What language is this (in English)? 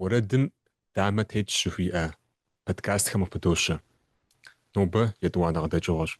Kabardian